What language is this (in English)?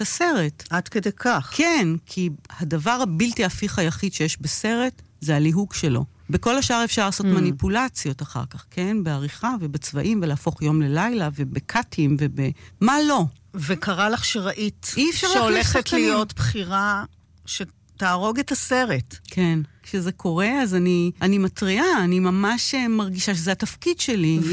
Hebrew